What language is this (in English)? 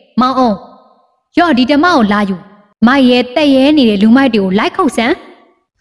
Burmese